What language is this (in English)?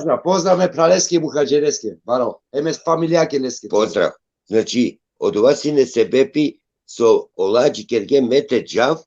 Balkan Romani